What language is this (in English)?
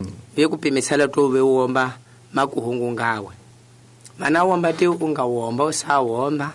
Tsonga